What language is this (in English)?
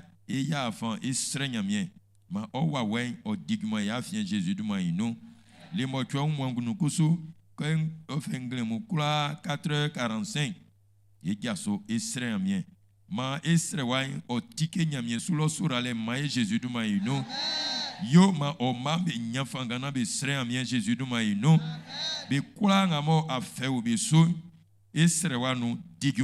Baoulé